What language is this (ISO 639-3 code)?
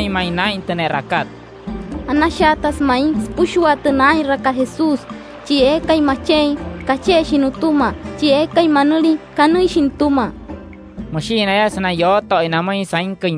guc